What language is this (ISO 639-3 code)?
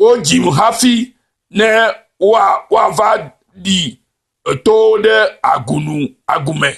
ewe